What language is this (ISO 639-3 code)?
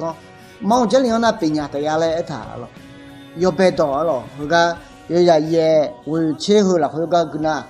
ahk